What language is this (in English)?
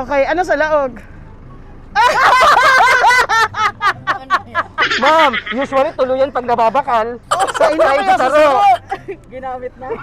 Bikol